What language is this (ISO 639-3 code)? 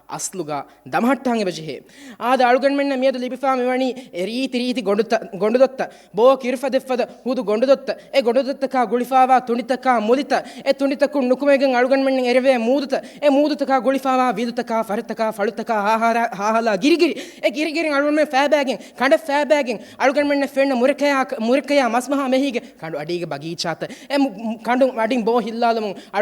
div